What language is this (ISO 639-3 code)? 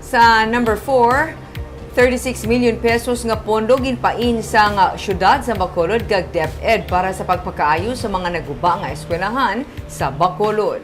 hil